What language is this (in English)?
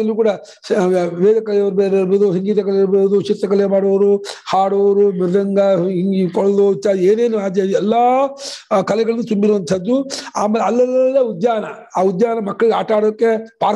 Kannada